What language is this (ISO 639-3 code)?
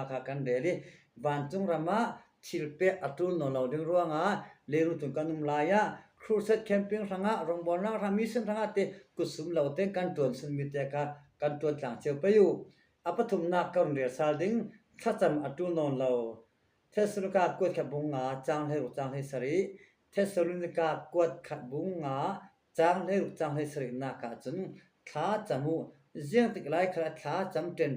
cfm